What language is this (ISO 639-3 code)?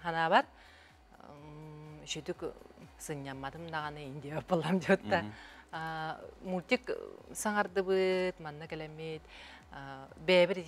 sah